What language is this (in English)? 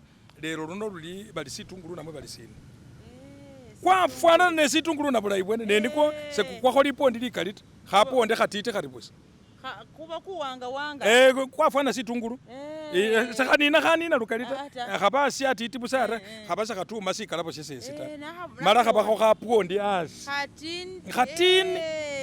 Masaaba